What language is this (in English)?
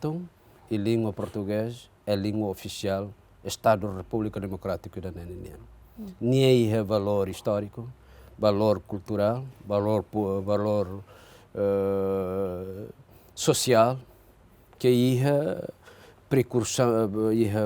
Tetum